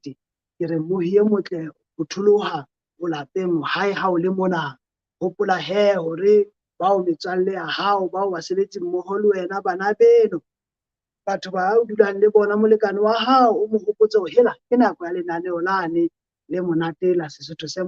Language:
Southern Sotho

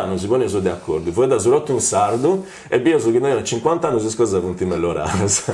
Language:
Sardinian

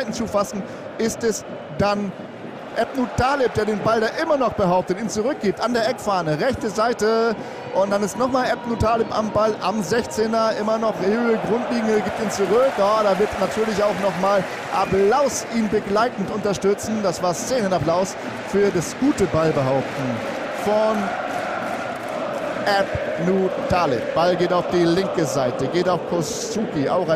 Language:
German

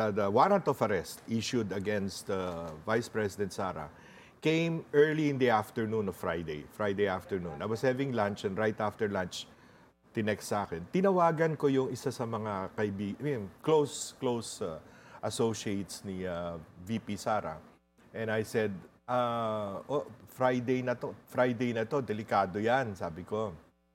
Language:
Filipino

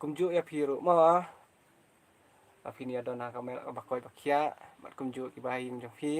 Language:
Khasi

